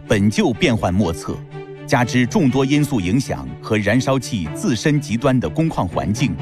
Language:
Chinese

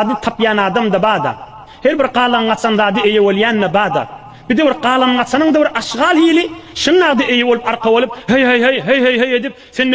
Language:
Turkmen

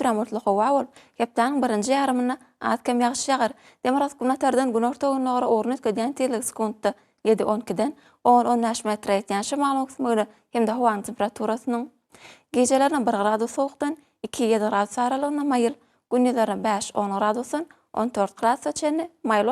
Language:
Turkmen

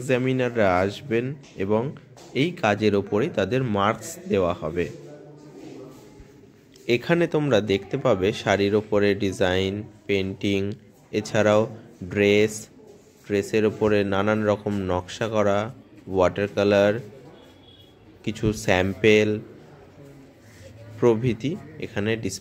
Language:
Bangla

